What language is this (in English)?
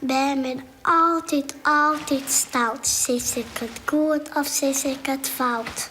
Western Frisian